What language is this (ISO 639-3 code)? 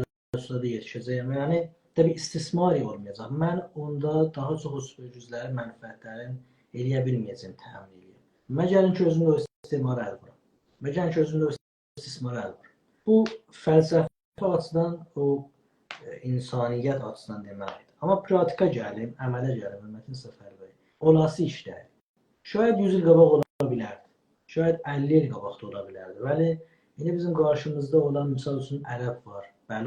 azb